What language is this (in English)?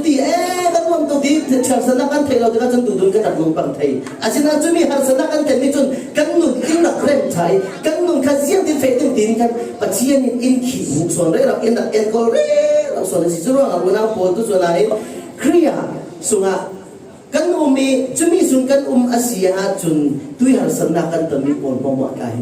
Falam Chin